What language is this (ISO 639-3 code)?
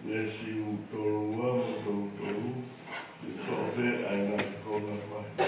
ton